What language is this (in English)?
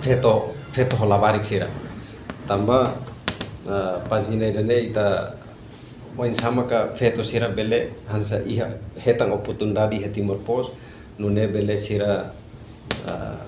Tetum